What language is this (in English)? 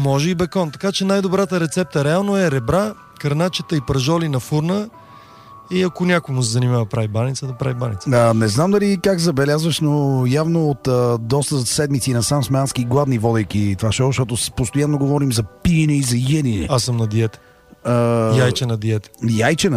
Bulgarian